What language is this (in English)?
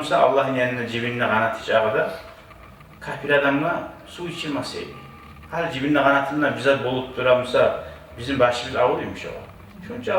Kumyk